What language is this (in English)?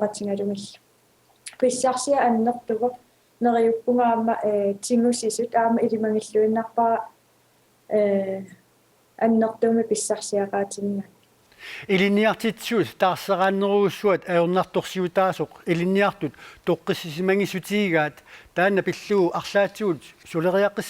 Kalaallisut